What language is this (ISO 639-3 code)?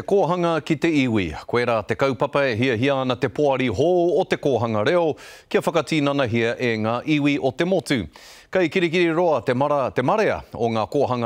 mri